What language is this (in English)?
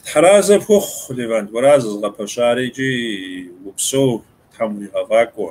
Kabardian